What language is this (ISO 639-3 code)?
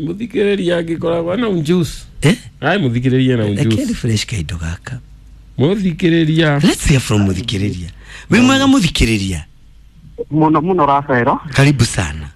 kik